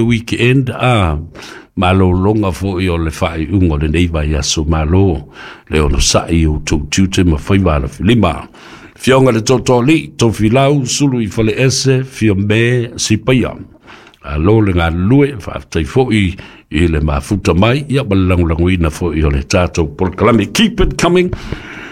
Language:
Samoan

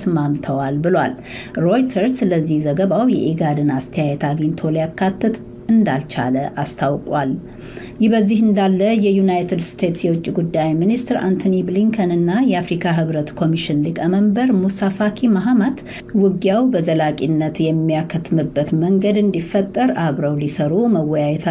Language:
Amharic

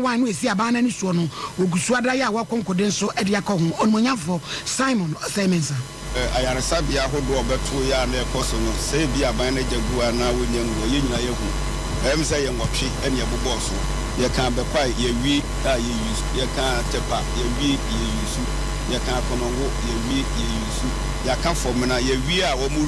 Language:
Akan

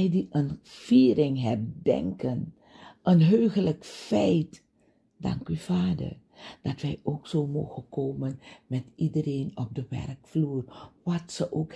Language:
Dutch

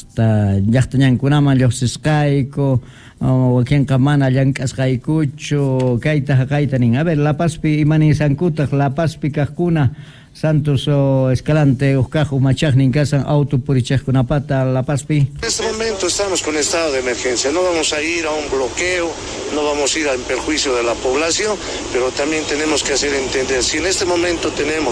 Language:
South Bolivian Quechua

